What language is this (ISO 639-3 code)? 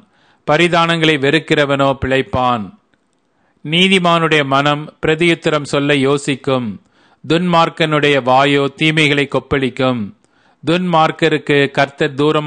tam